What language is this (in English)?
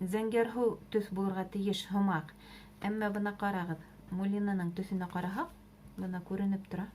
Bashkir